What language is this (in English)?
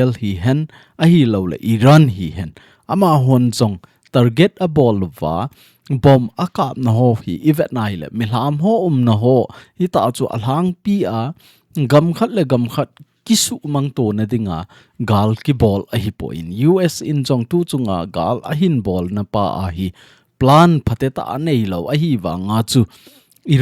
Thado Chin